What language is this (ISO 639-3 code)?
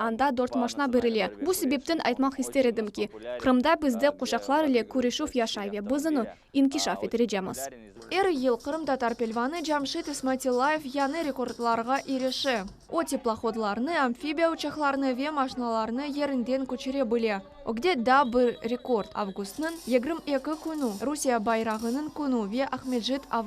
crh